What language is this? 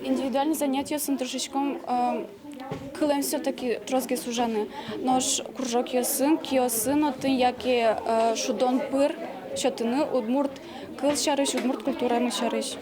Udmurt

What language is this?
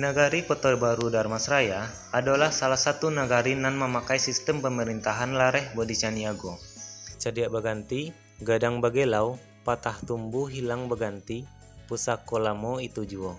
Minangkabau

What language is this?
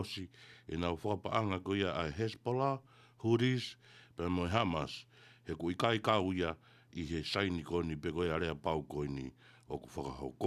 Tongan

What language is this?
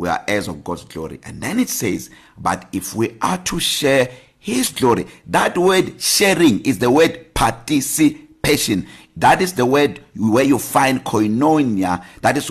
English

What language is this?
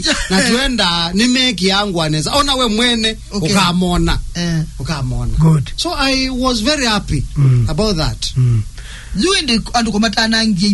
Kamba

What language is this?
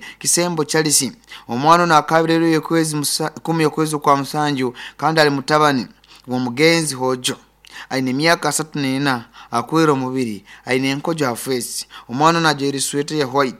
Nyoro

